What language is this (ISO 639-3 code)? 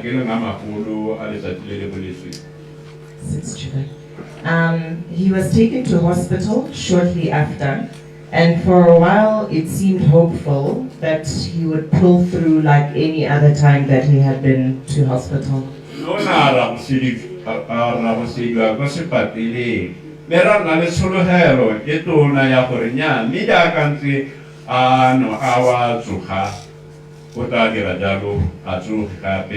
tsn